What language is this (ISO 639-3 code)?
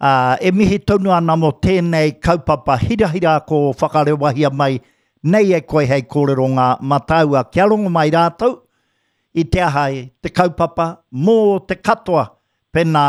mri